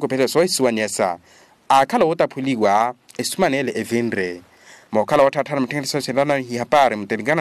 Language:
Makhuwa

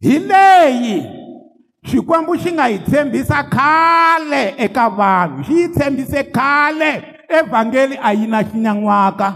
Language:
Tsonga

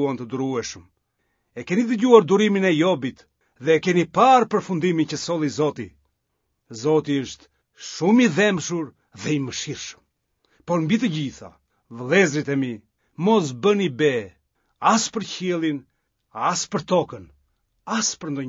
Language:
Albanian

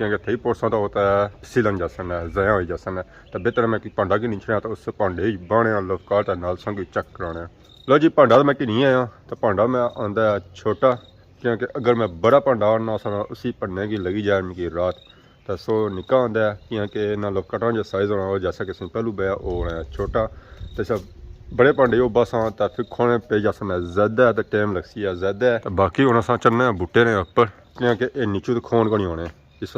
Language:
Pahari-Potwari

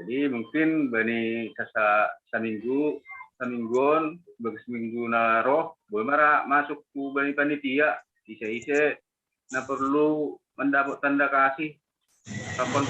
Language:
Batak Simalungun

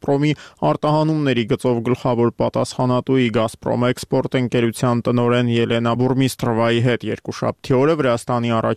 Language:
Armenian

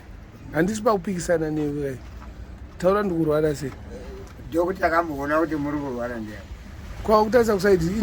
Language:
Shona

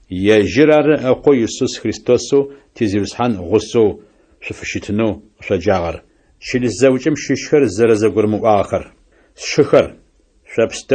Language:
Adyghe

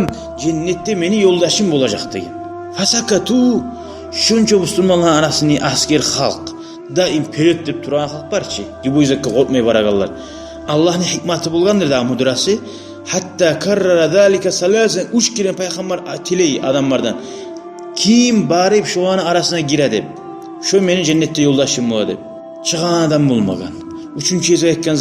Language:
Kumyk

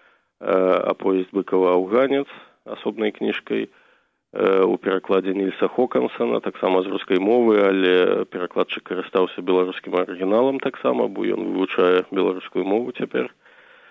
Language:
Belarusian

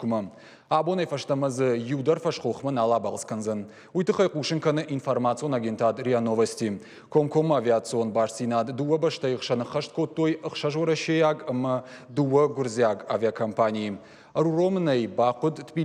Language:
Ossetic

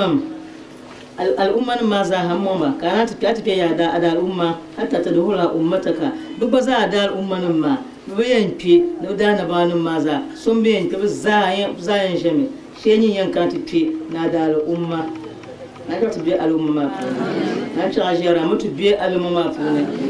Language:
Dagbani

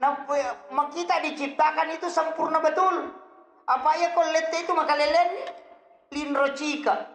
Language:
Buginese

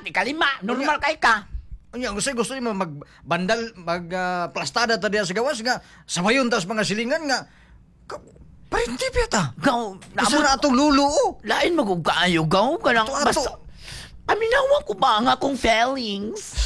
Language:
Cebuano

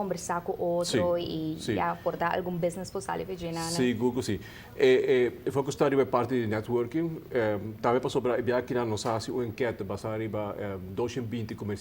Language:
Papiamento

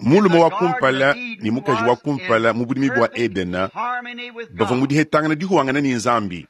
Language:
Luba-Lulua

